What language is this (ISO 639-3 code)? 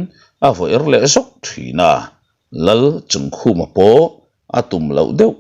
lus